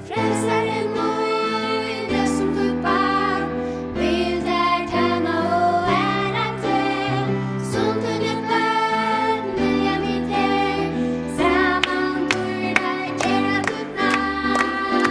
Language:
Faroese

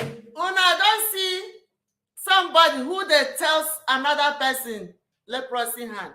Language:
Igbo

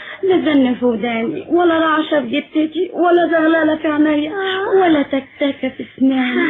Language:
Egyptian Arabic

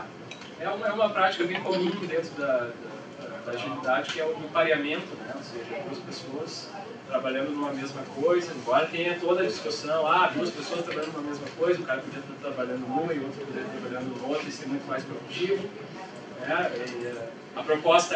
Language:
Portuguese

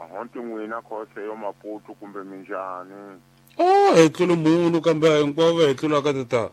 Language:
Tsonga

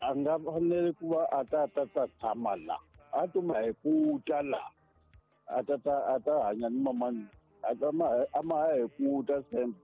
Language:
Tsonga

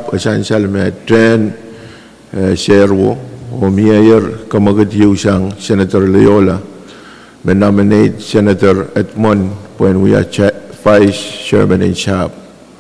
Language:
Pohnpeian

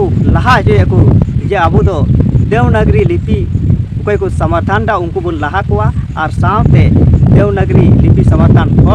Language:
Santali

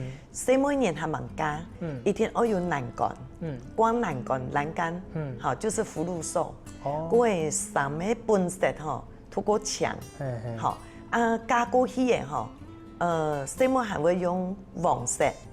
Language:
Hakka Chinese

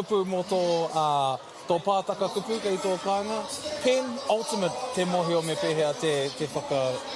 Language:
Māori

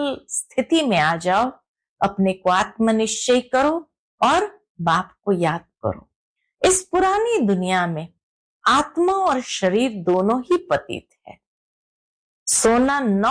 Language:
Hindi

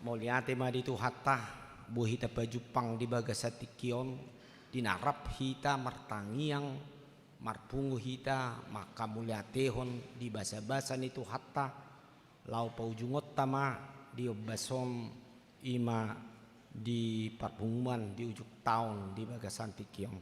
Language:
Batak Toba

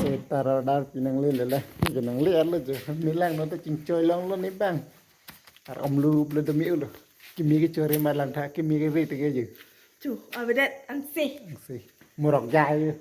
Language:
Karbi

